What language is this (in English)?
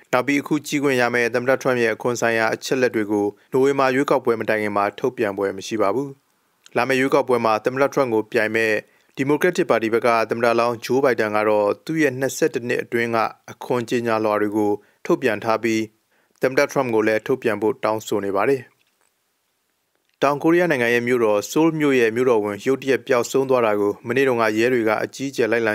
Burmese